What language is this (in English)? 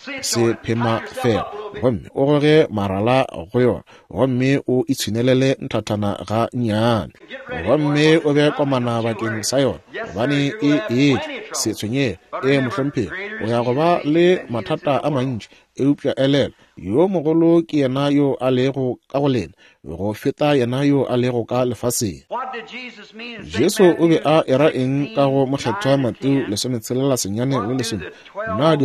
Northern Sotho